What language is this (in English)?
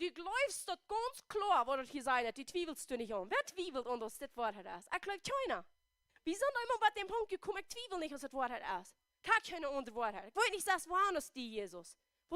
Plautdietsch